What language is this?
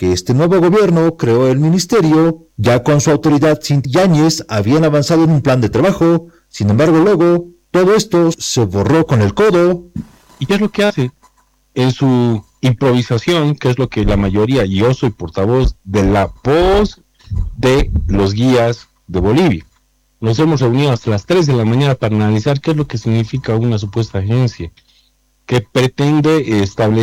Spanish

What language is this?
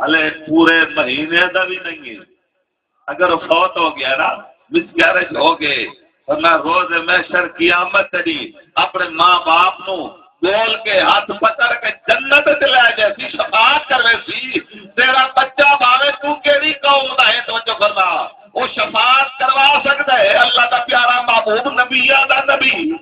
Saraiki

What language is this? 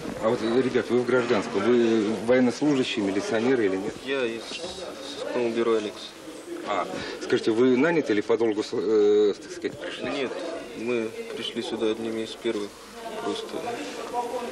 Russian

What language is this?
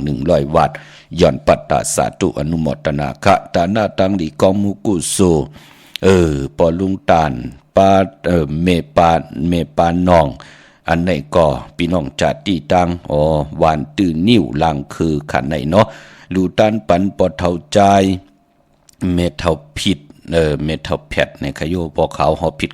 Shan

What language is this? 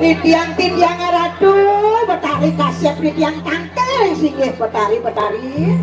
Balinese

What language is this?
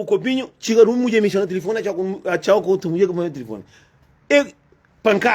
Kabuverdianu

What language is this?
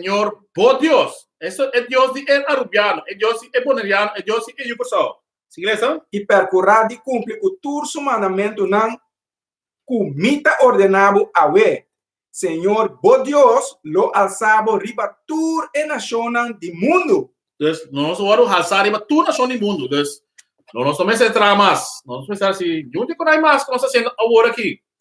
Papiamento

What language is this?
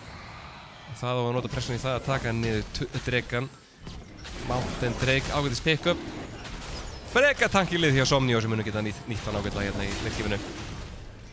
Icelandic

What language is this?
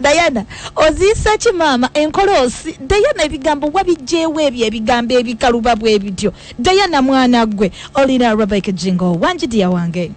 Ganda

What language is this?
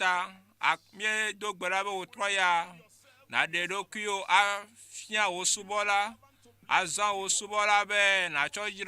Ewe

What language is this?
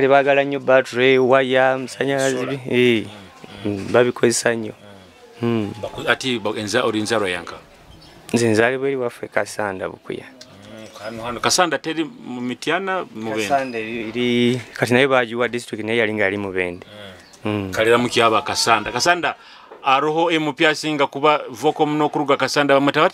Nyoro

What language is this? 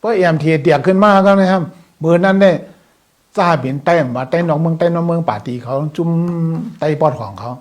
Shan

